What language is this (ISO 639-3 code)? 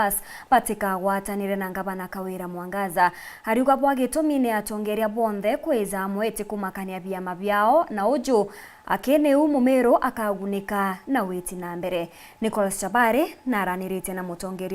mer